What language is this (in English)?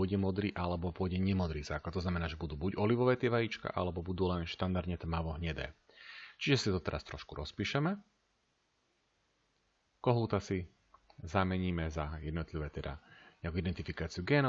Slovak